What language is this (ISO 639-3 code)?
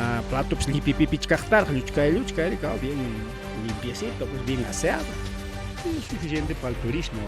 quy